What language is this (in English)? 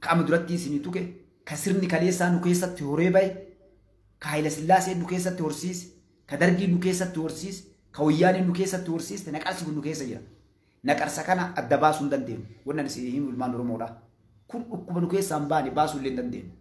Oromo